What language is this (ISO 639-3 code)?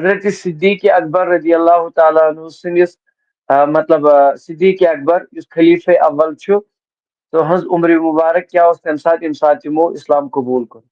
kas